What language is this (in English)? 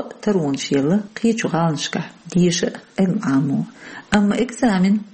Chechen